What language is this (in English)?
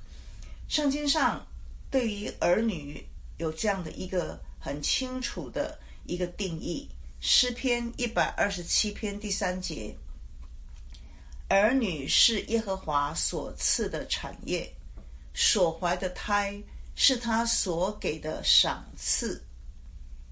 Chinese